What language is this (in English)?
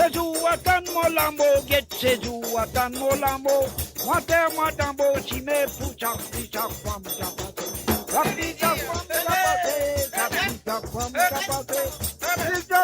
Morisyen